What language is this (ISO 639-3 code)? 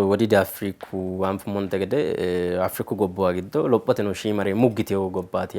sid